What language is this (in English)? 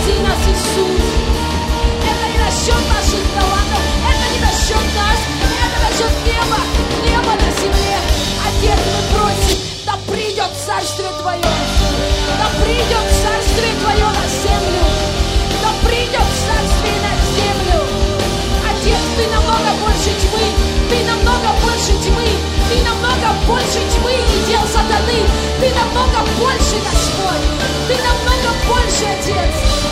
Russian